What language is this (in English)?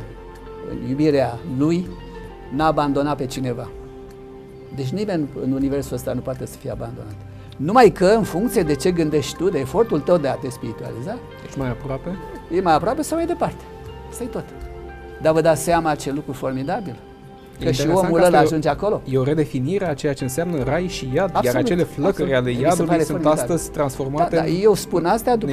Romanian